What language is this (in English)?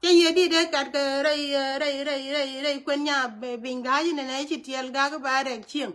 Nuer